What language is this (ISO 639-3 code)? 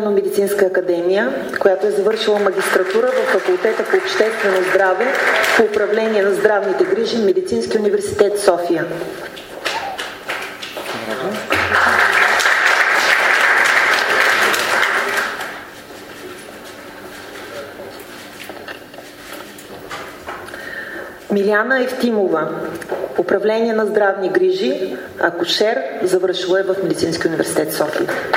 bul